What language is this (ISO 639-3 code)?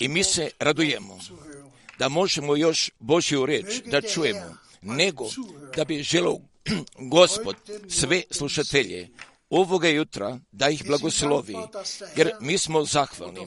hrv